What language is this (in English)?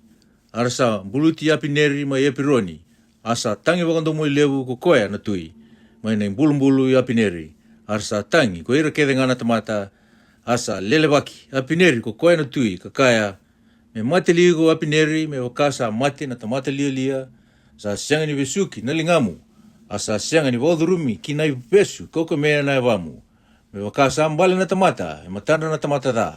Fijian